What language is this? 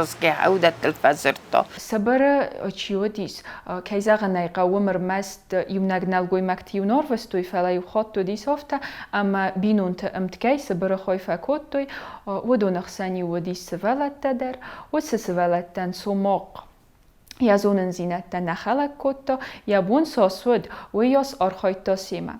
Ossetic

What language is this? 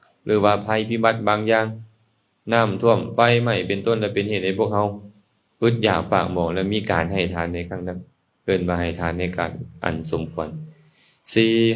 Lao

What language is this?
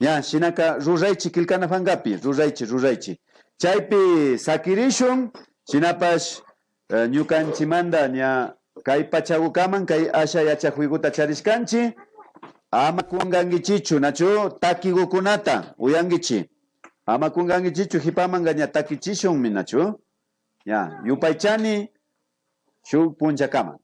Imbabura Highland Quichua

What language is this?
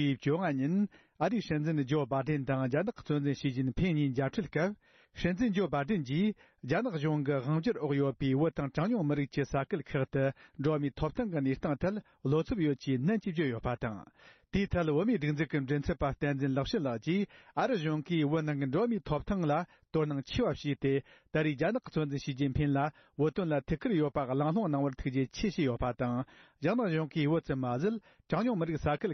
Tibetan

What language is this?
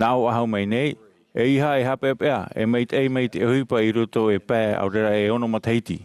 Tahitian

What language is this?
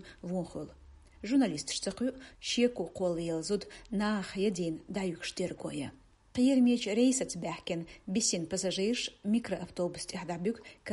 Chechen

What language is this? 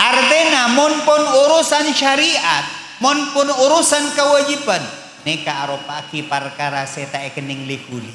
Madurese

